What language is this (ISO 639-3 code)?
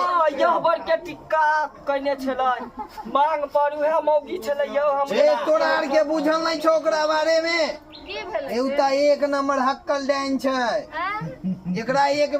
mai